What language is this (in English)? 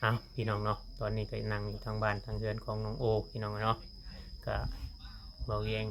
Northeastern Thai